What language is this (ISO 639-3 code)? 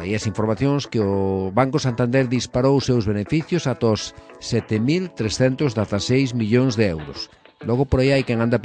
glg